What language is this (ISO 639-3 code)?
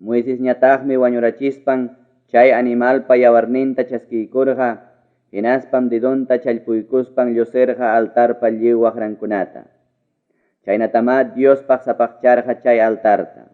quy